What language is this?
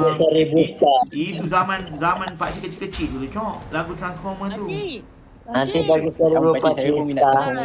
Malay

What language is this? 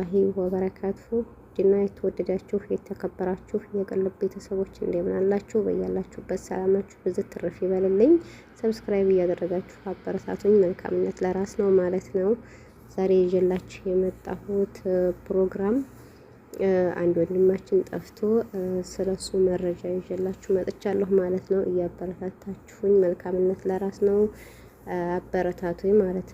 Amharic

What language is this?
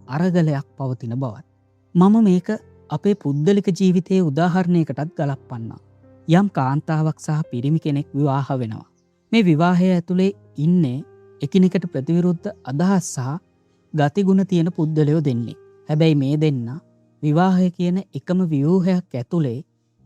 Sinhala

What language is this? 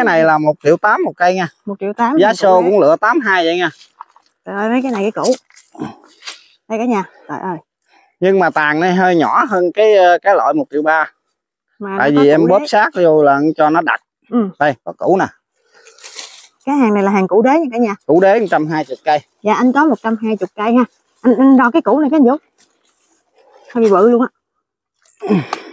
Vietnamese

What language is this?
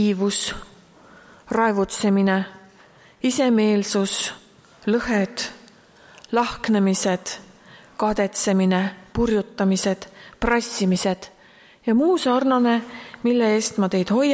Estonian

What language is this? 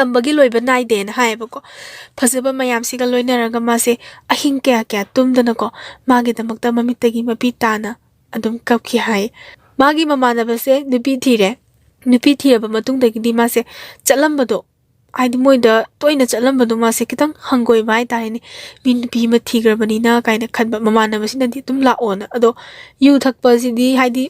Manipuri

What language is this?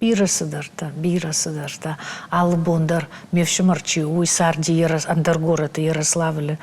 Ossetic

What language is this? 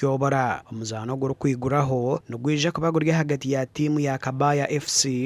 Nyankole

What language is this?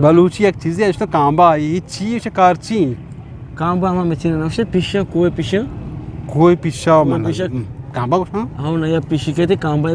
Eastern Balochi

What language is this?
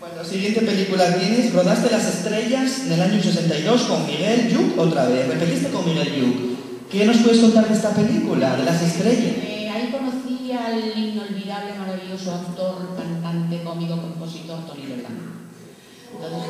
Asturian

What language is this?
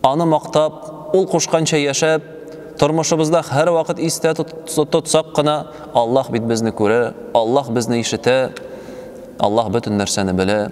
Tatar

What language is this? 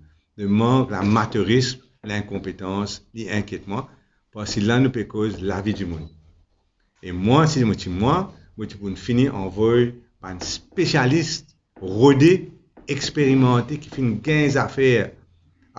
Morisyen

